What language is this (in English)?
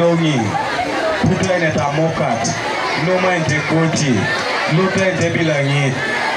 Teso